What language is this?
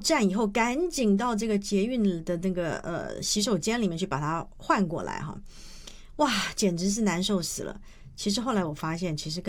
Chinese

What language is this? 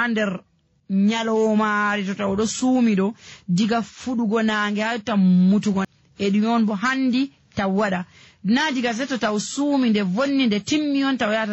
Nigerian Fulfulde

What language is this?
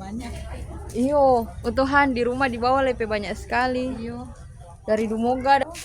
Manado Malay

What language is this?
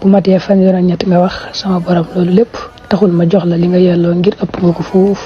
Wolof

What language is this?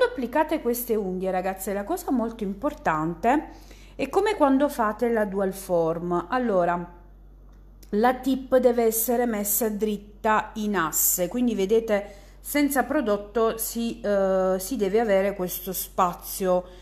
Italian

